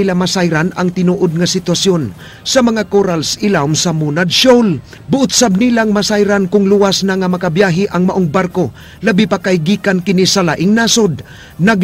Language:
Cebuano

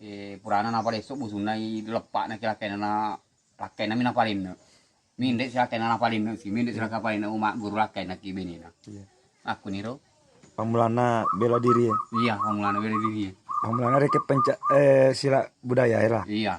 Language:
Buginese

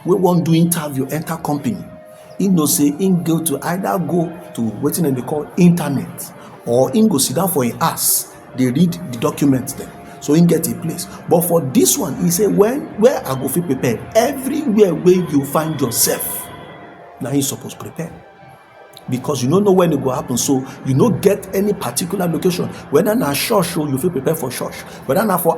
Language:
Nigerian Pidgin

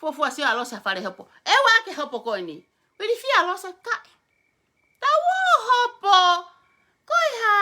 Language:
Tongan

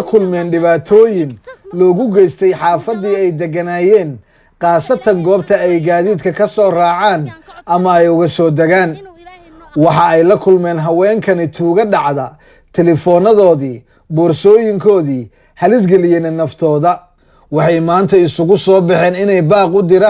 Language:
Somali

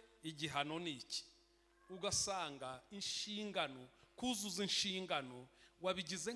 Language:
Kinyarwanda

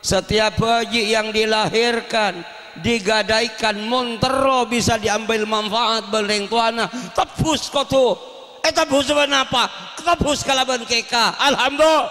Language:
Madurese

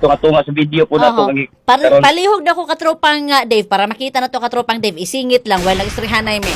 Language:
Cebuano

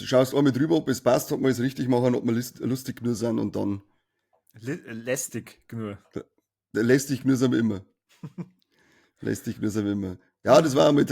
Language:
Bavarian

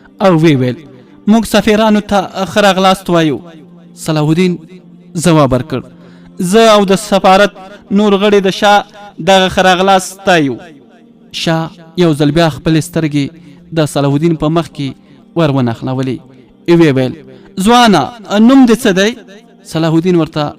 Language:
Pashto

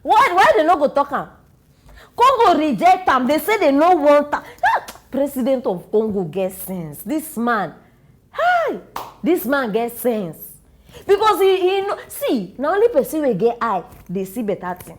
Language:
Nigerian Pidgin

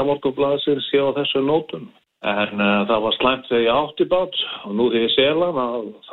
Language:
Icelandic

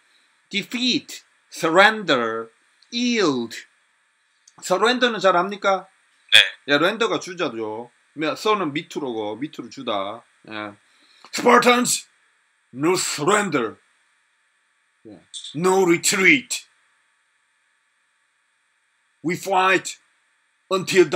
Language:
Korean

